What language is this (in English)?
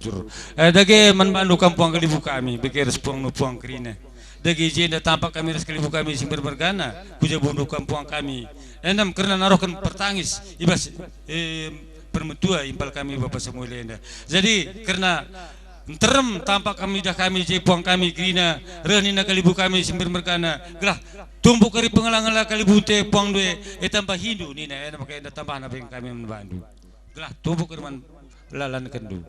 Batak Karo